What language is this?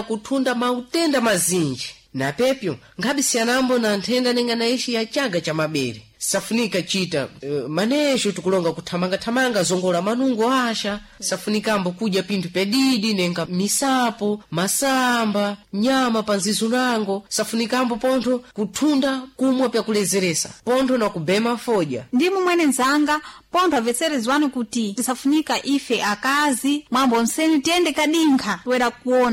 Sena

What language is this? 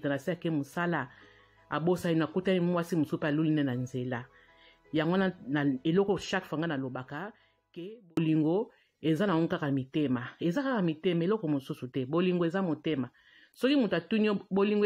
Lingala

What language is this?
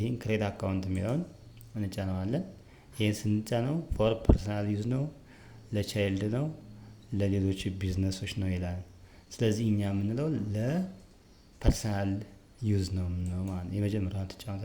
Amharic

